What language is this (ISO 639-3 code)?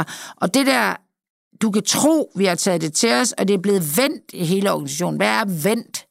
dan